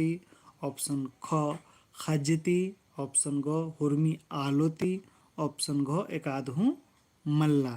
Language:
Kurukh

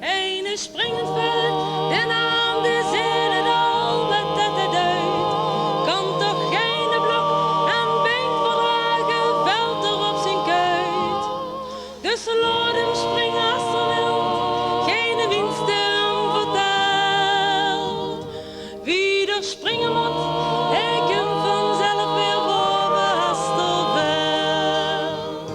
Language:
Limburgish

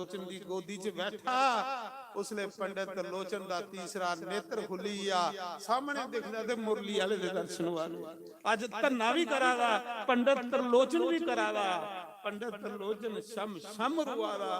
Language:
Dogri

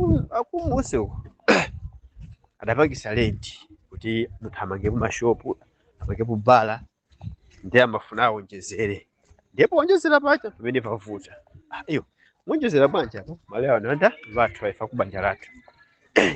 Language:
Nyanja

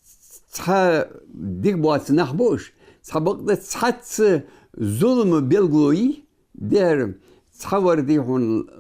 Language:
Ingush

